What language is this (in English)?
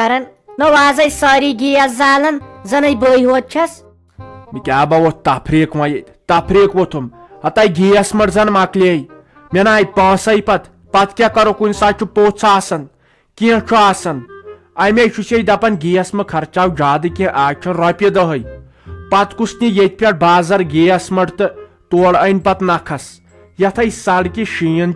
Kashmiri